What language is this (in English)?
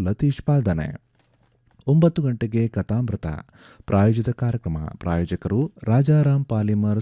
Kannada